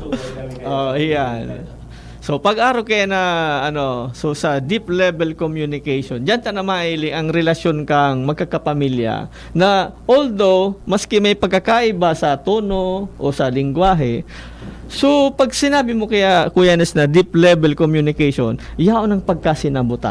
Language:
Bikol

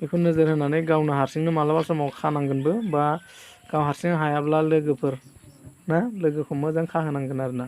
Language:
Bodo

